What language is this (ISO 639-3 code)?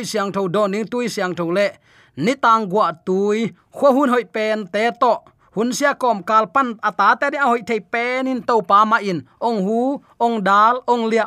ctd